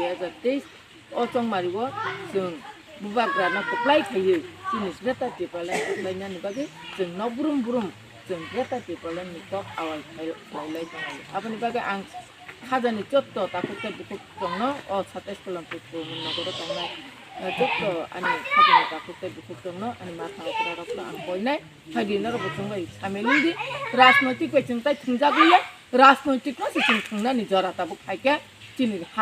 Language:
Kok Borok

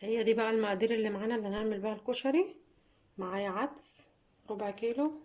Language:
Egyptian Arabic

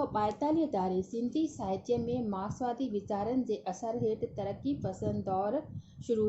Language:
Sindhi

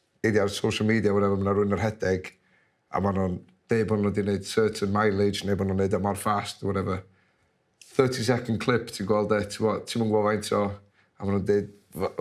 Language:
Welsh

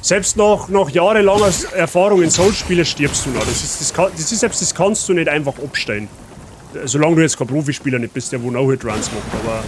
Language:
Bavarian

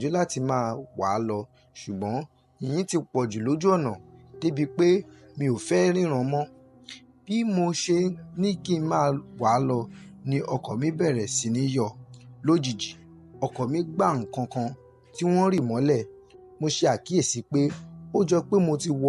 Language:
Yoruba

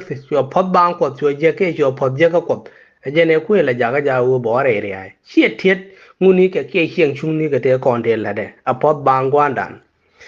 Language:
Nuer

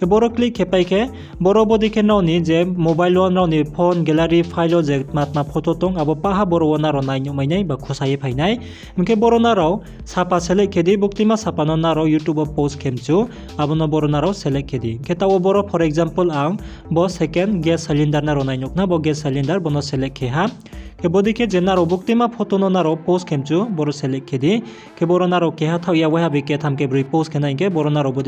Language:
Riang (India)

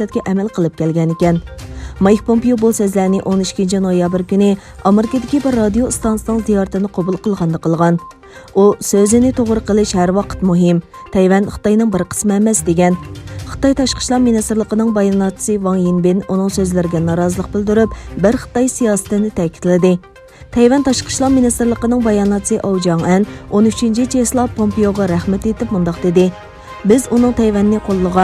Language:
Uyghur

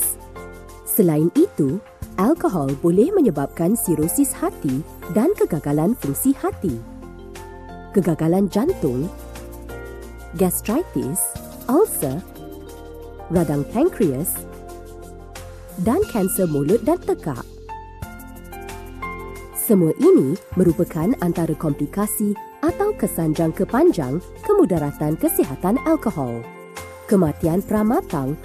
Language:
Malay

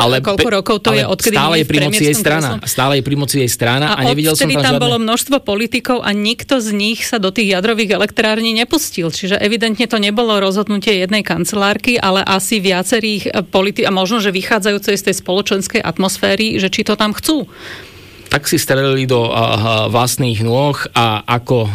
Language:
Slovak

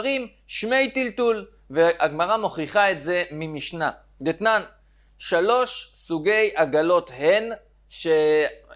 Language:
Hebrew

